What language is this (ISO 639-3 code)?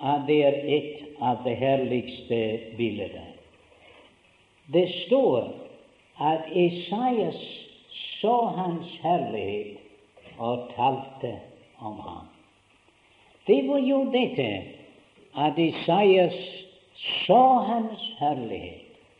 nor